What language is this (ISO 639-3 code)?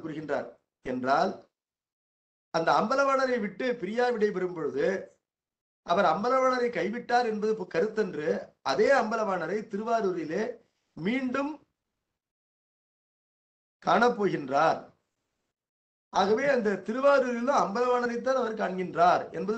tam